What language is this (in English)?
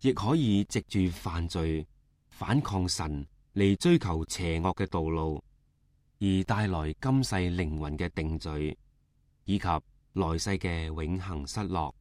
Cantonese